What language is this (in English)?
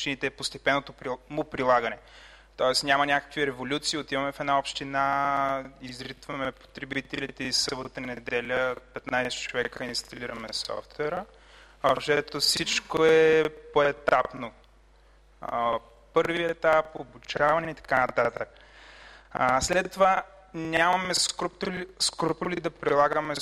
Bulgarian